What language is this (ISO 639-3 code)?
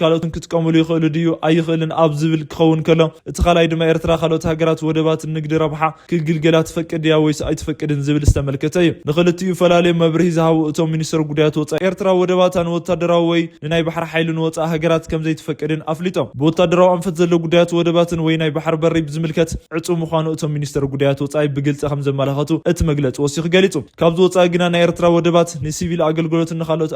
tir